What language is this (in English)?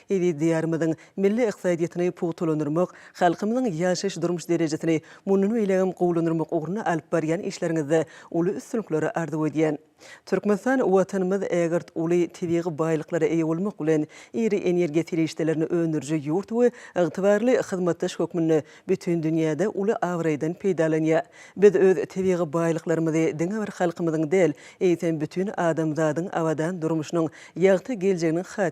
Turkmen